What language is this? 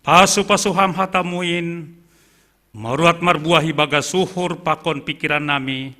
Batak Simalungun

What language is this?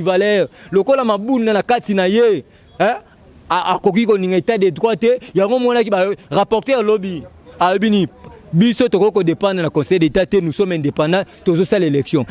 Lingala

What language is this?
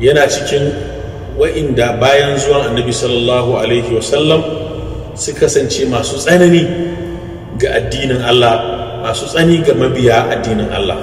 Hausa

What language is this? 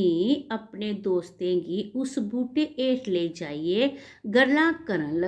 Dogri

